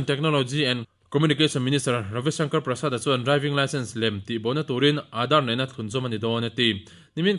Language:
Mizo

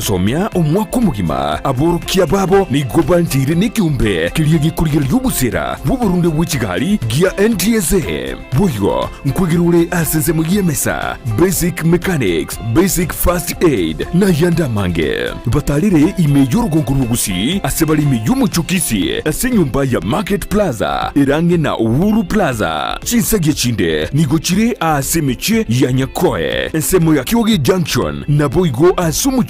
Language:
Gusii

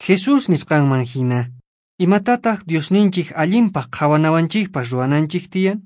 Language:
Quechua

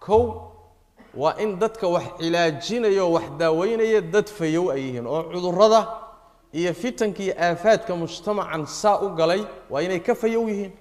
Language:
Somali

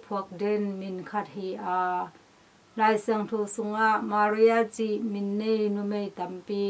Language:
Tedim Chin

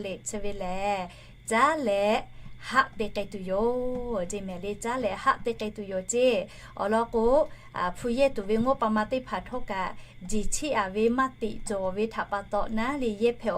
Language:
Lahu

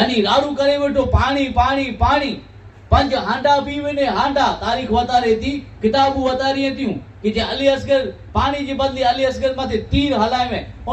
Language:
Kachhi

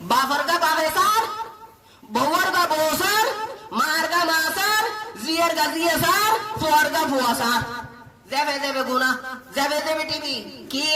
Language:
Rohingya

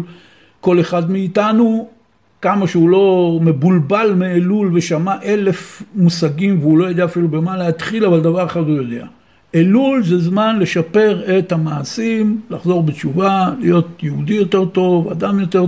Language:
Hebrew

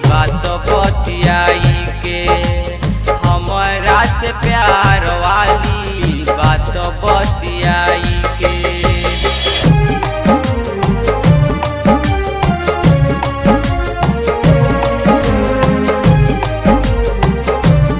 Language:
Bhojpuri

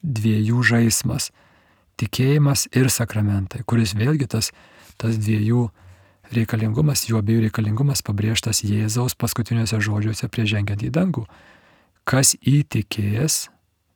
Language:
Lithuanian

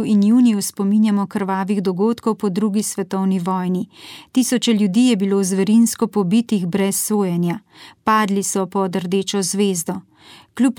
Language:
Slovenian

